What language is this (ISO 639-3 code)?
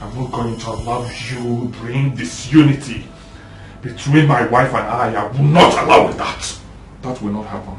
pcm